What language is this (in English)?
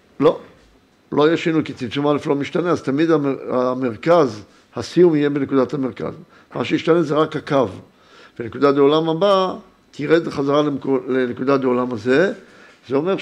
Hebrew